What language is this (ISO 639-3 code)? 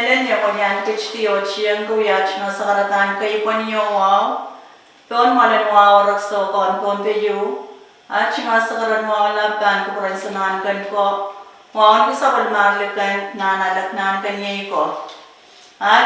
pon